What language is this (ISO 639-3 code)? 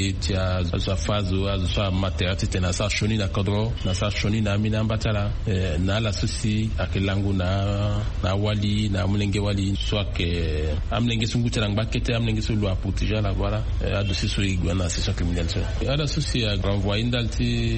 sag